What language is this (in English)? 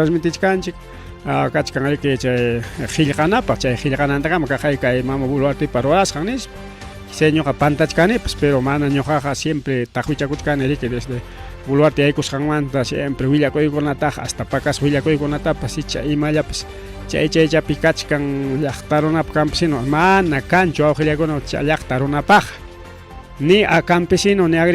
Ayacucho Quechua